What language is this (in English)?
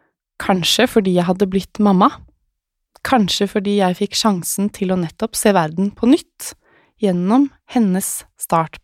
Norwegian